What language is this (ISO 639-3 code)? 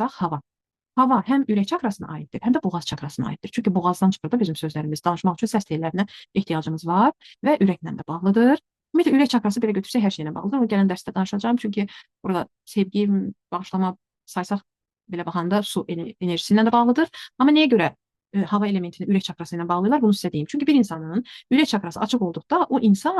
aze